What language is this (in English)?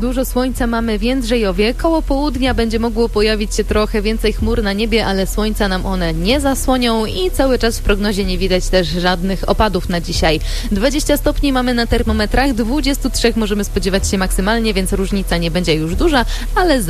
Polish